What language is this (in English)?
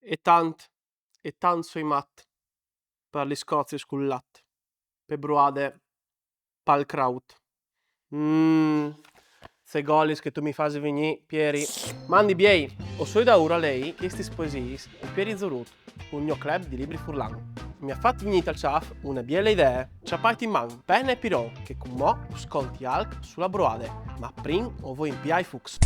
Friulian